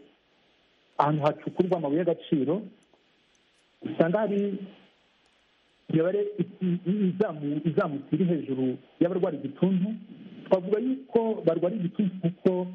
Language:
Kinyarwanda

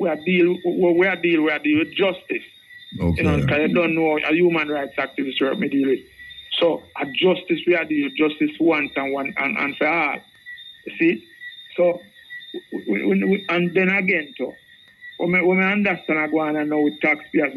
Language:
Jamaican Creole English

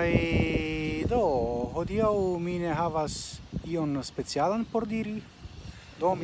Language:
Esperanto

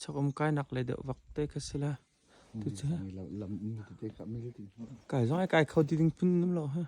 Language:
Hakha Chin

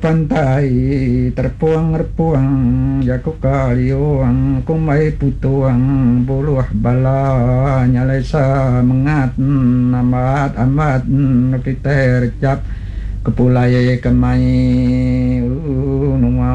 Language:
Iban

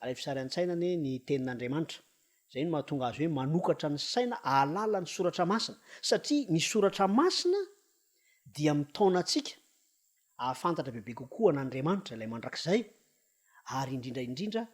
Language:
Malagasy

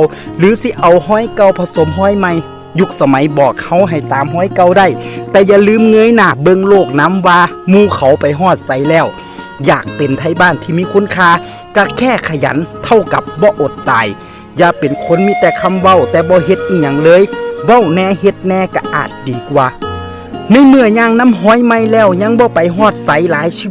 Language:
Northeastern Thai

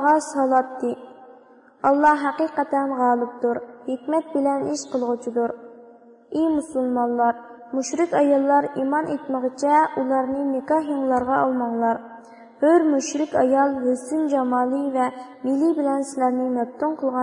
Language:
Uyghur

